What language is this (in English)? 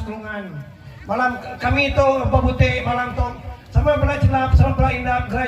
Iban